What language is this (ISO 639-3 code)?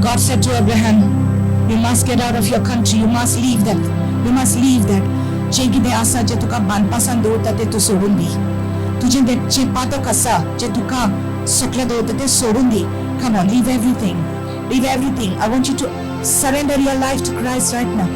kok